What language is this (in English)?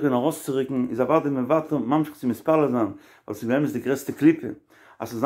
Yiddish